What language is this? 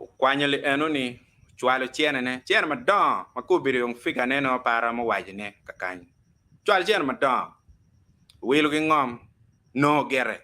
Acoli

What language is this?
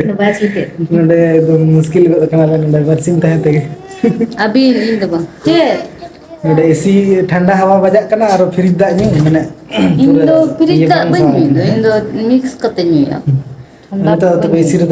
Santali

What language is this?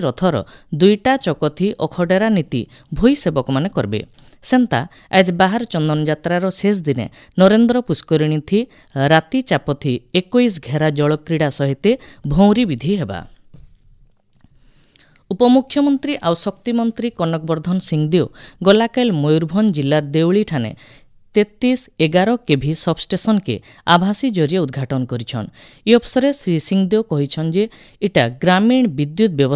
Odia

